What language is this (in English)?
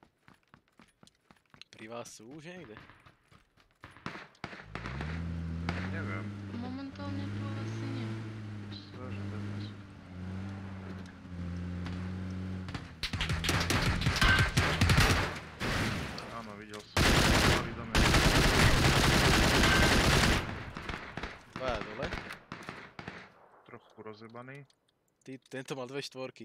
Slovak